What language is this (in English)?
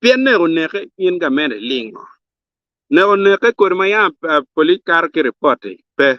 Acoli